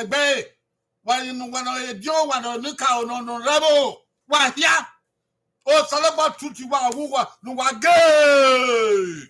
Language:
Bini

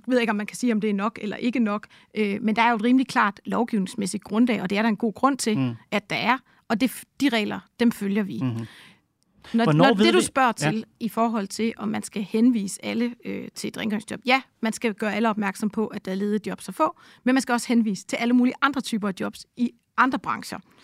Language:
Danish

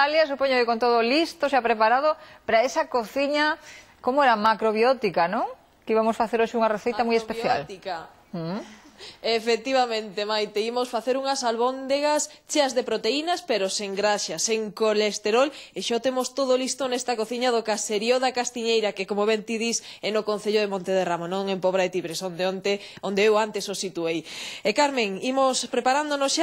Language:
Galician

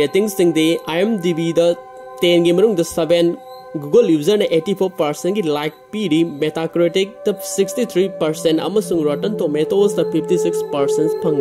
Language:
Manipuri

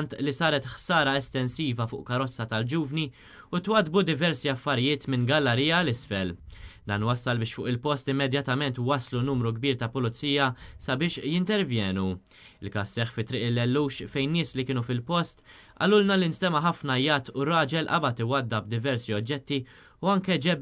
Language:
Maltese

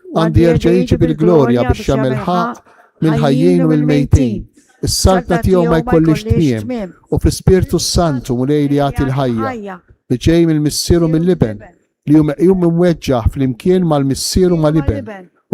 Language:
Maltese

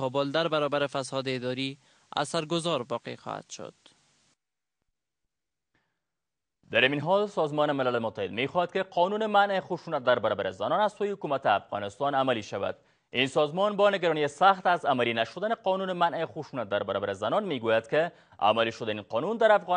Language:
Persian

